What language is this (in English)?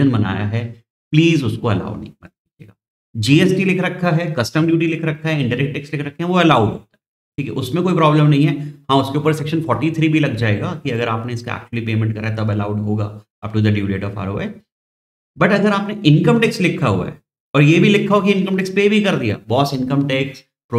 Hindi